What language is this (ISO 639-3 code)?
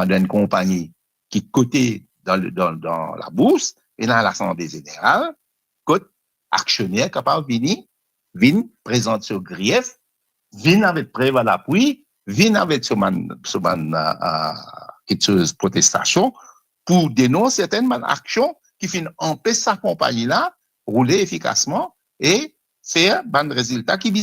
mfe